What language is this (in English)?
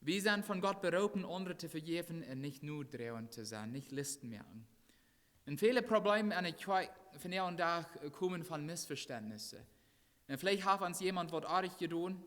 Plautdietsch